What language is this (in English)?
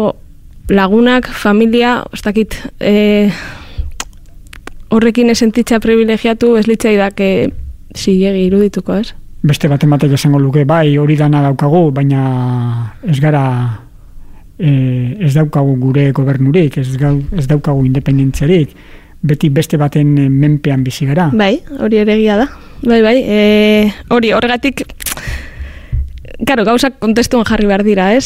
Basque